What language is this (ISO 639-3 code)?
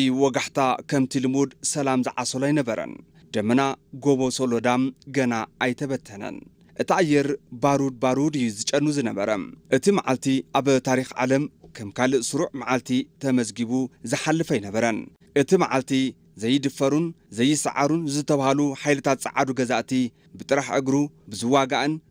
tir